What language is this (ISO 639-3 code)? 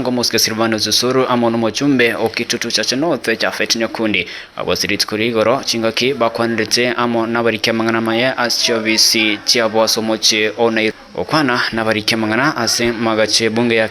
guz